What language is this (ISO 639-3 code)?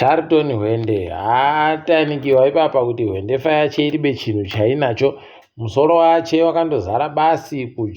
ndc